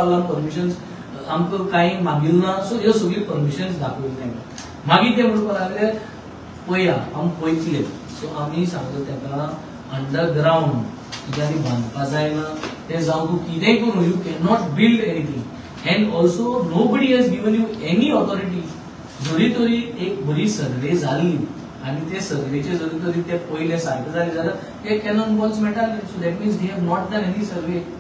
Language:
Konkani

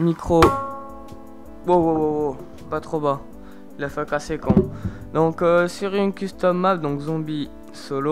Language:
French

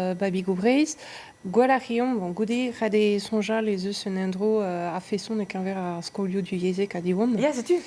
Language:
Breton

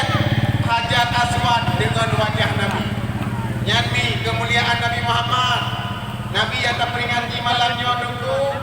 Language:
Achinese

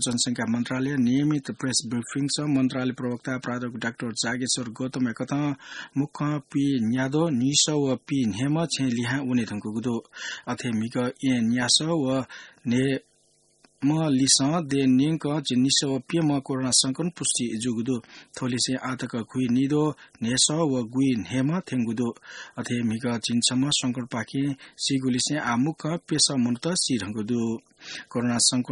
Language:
Newari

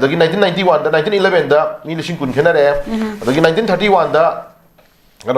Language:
Manipuri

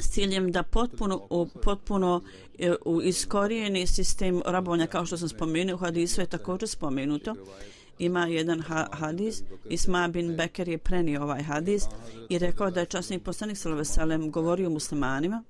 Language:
Bosnian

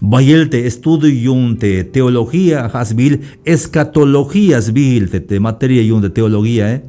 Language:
Tzeltal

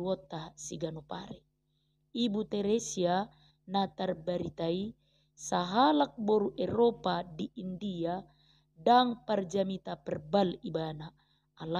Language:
Batak Toba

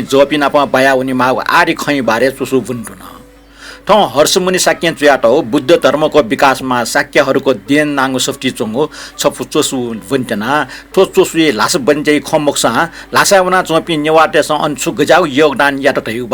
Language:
Newari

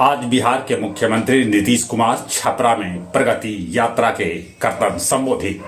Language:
Magahi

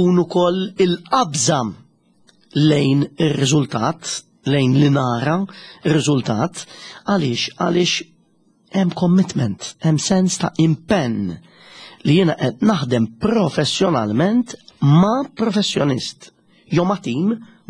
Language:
Maltese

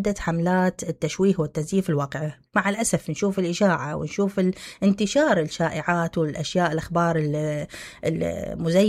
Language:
Mesopotamian Arabic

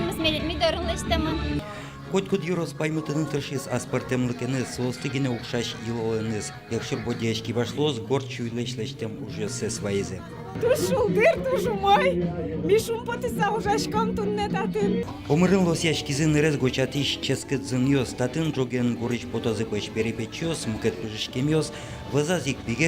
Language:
Udmurt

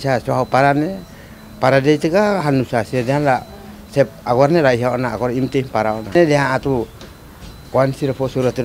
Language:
Tetum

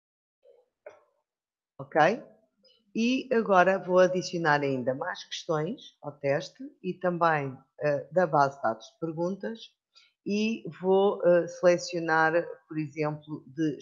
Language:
Portuguese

